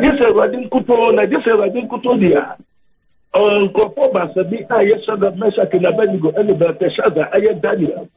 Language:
Akan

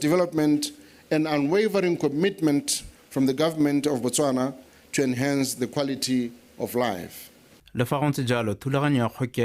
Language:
Tswana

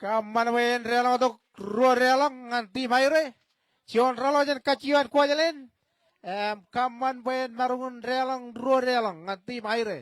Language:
Marshallese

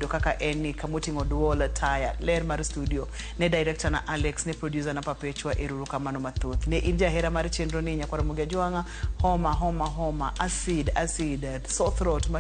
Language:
Luo (Kenya and Tanzania)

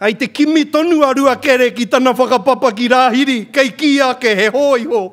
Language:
Māori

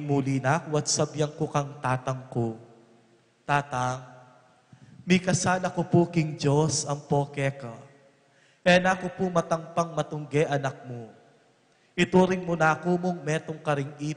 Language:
Pampanga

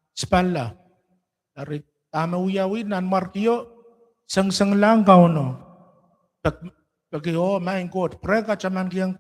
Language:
Pohnpeian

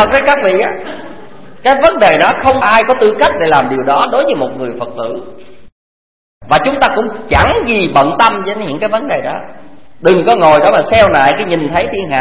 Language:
Vietnamese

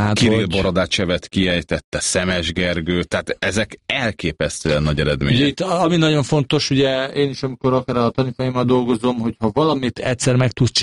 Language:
Hungarian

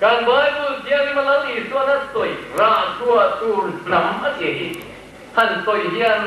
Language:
Mizo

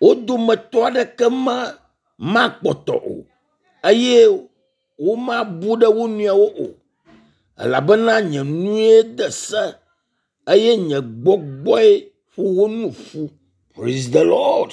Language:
Ewe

